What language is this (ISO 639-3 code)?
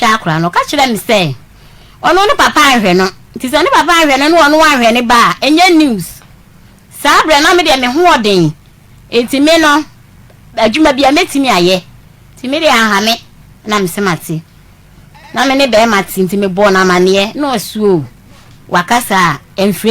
aka